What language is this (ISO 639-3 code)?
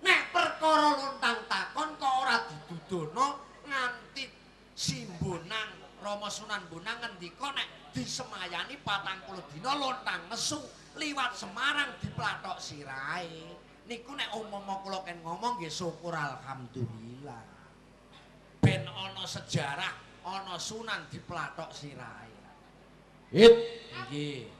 jav